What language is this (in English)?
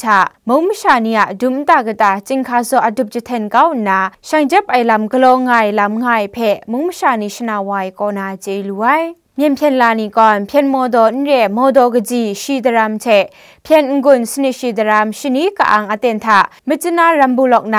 Kachin